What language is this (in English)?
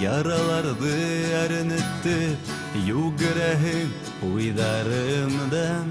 Bashkir